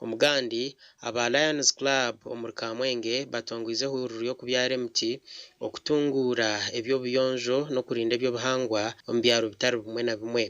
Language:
Nyankole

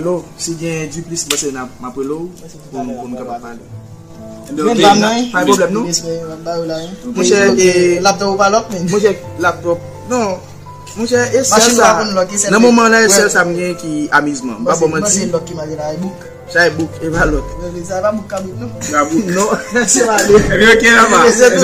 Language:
Haitian Creole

